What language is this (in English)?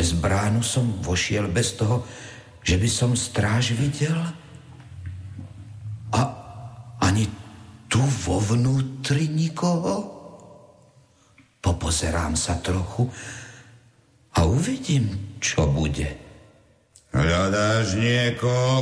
Slovak